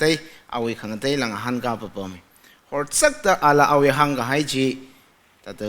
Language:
Tangkhul Naga (India)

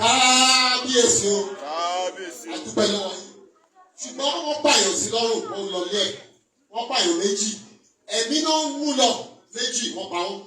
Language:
Yoruba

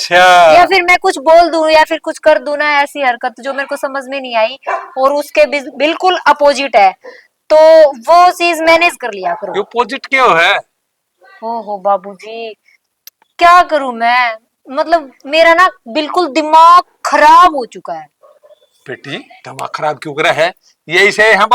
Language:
Haryanvi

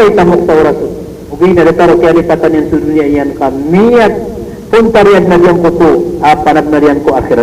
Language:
Maranao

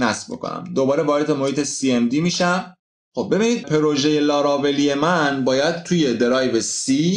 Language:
Persian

